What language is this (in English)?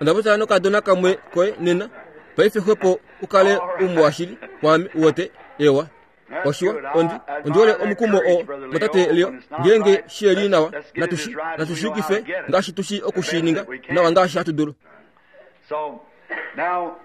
Kuanyama